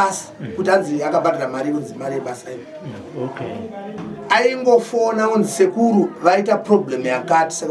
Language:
Shona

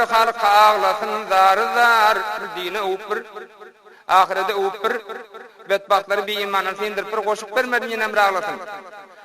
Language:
Turkmen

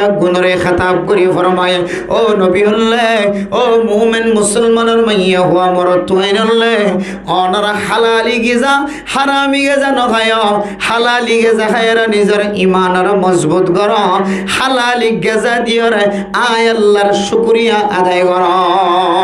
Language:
Rohingya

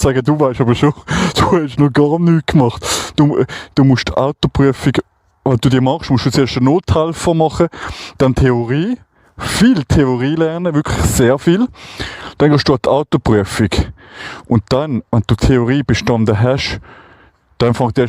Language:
Swiss German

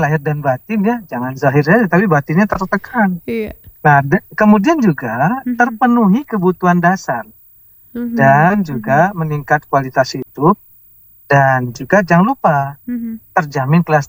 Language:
Indonesian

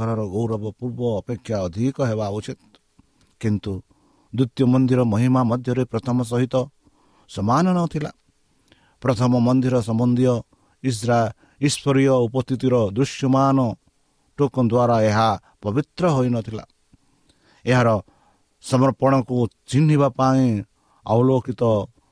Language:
Odia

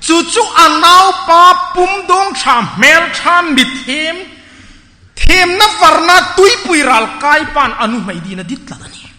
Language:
Hmar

